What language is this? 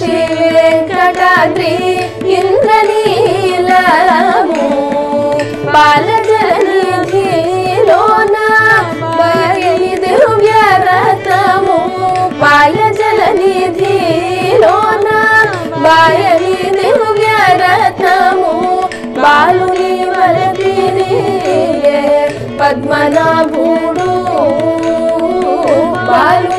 Telugu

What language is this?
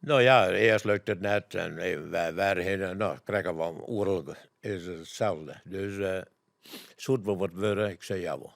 Western Frisian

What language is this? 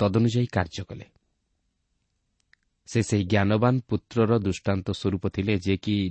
Odia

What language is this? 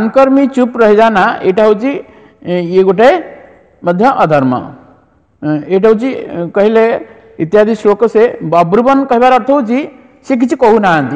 Odia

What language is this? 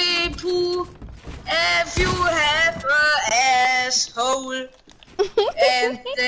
Bavarian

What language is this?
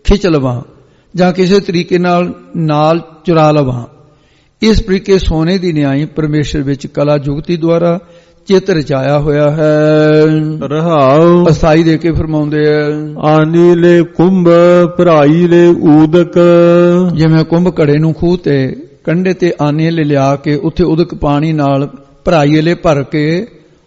Punjabi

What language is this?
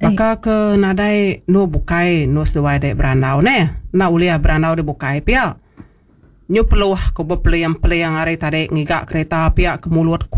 Iban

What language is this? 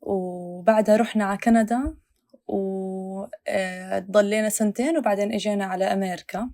North Levantine Arabic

